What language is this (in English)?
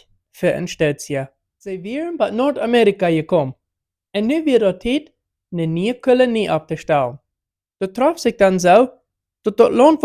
Plautdietsch